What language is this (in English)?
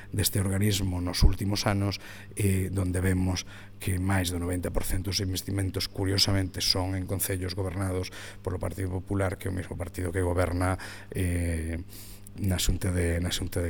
Galician